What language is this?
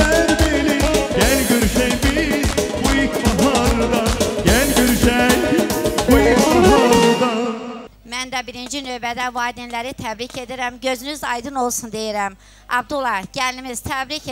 Azerbaijani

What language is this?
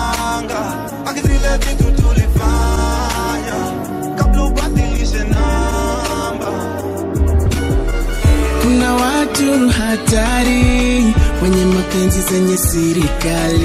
Swahili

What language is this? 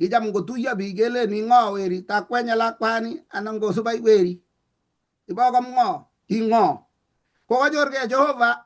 Kalenjin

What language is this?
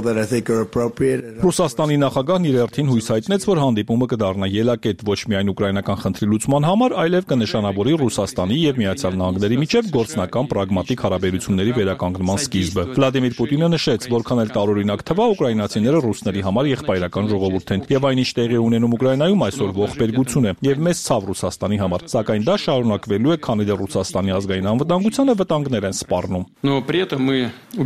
Armenian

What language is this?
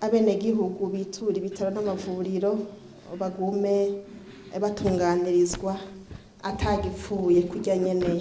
Rundi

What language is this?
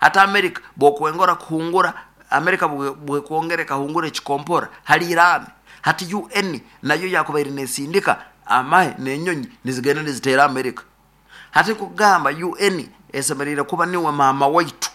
Nyoro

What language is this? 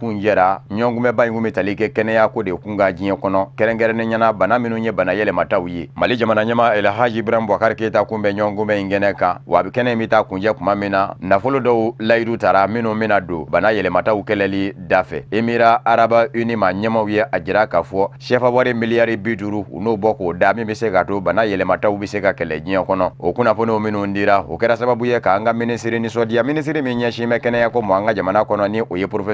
Bambara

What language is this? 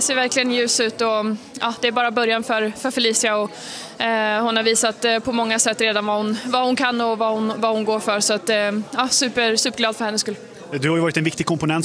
Swedish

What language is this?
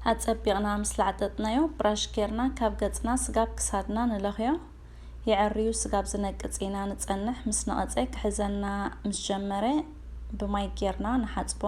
Tigrinya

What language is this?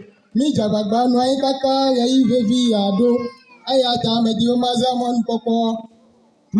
Ewe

